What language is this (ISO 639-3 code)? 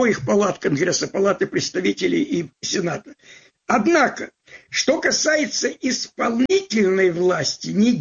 rus